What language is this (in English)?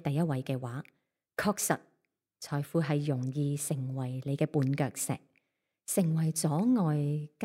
Cantonese